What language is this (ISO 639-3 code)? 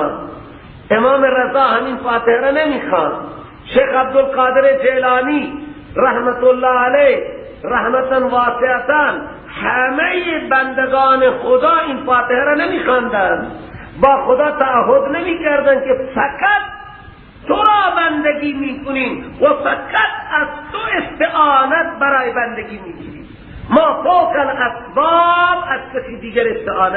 fas